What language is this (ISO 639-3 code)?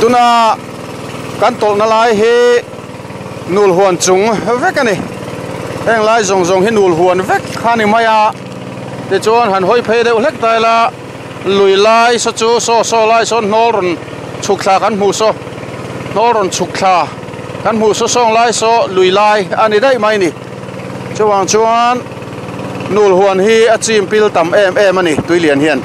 lus